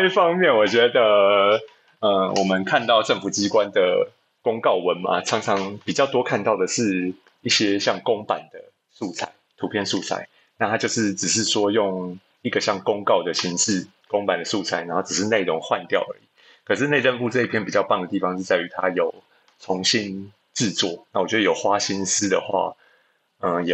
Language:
Chinese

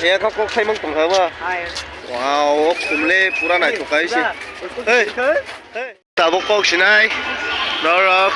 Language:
Kok Borok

